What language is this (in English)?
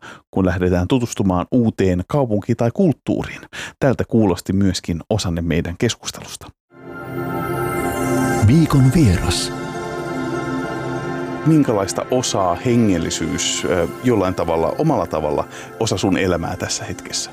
Finnish